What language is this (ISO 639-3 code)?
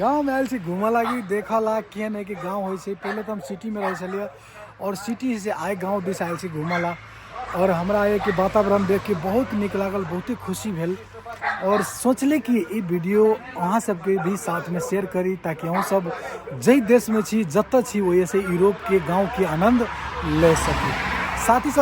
mai